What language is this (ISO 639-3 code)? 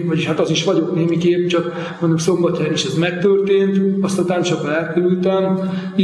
hun